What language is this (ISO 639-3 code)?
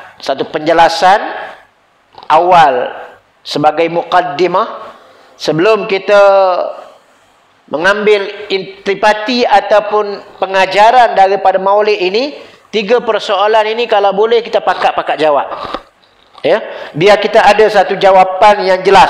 msa